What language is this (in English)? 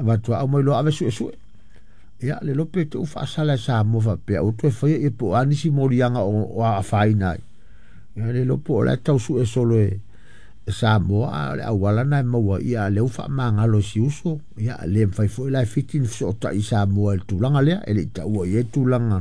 Samoan